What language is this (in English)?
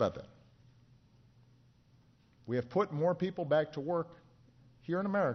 English